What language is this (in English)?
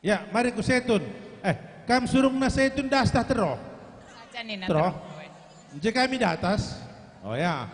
Batak Karo